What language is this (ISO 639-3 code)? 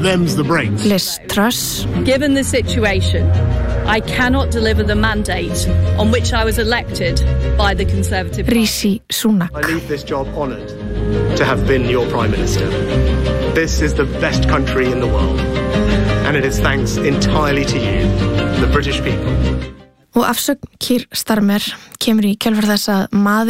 isl